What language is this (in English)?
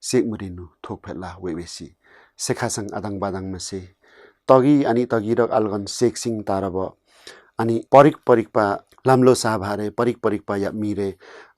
Limbu